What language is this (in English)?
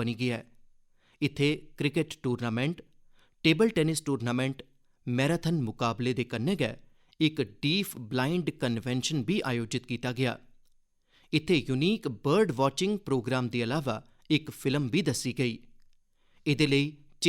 Dogri